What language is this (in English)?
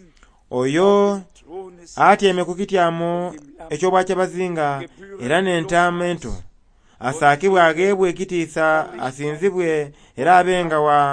Soga